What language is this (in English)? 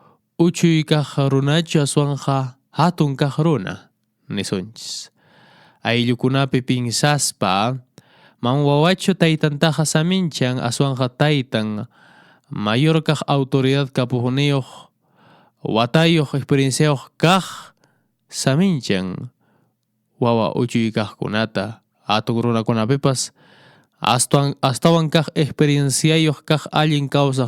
Quechua